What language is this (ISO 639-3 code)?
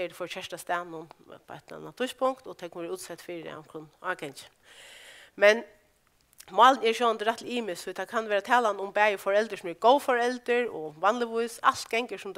fao